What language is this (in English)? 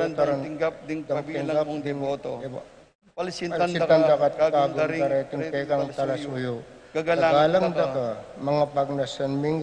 Pampanga